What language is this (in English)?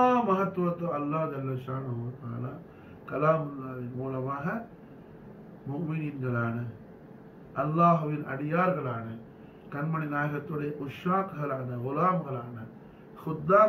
Tamil